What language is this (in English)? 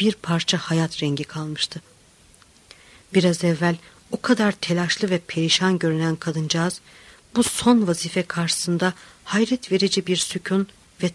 Turkish